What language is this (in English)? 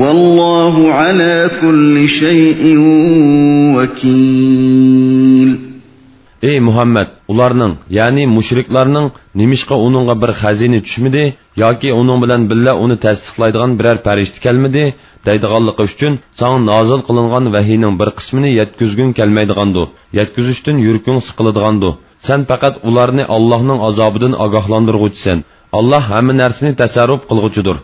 Uyghur